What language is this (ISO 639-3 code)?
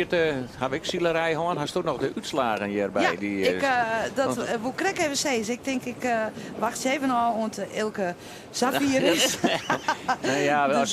fry